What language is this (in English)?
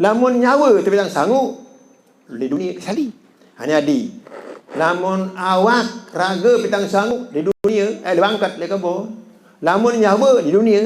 Sasak